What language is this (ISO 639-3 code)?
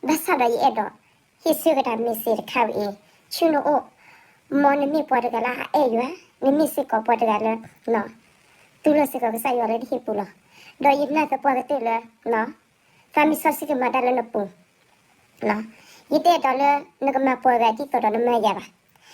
ksw